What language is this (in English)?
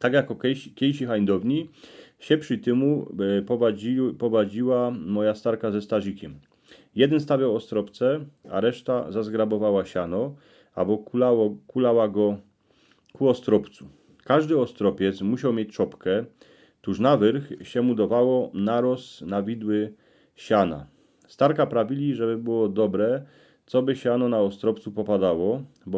Silesian